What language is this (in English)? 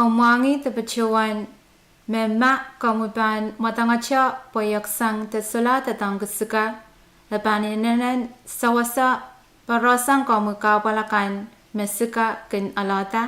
Pohnpeian